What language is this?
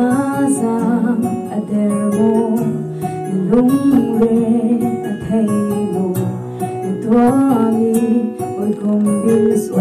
Hakha Chin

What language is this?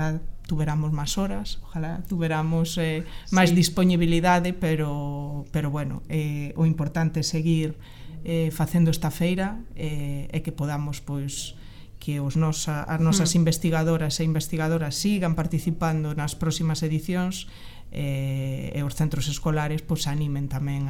Galician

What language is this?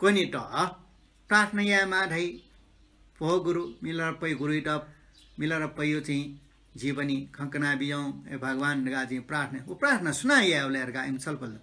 Newari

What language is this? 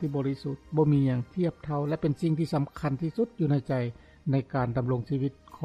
Lao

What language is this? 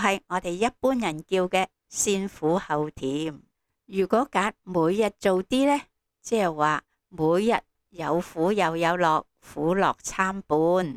Cantonese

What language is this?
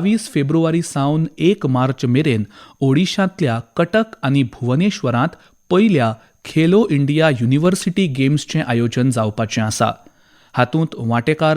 Konkani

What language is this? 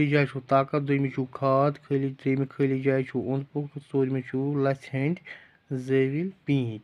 Kashmiri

